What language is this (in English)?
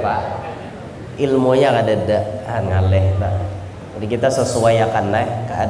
Banjar